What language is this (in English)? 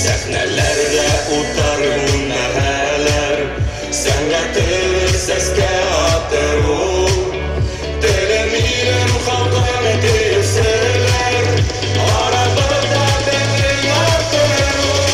Bashkir